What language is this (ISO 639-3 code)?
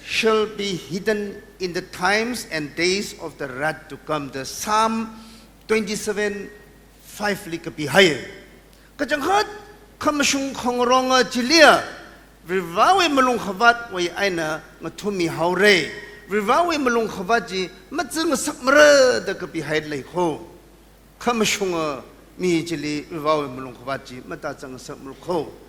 nmf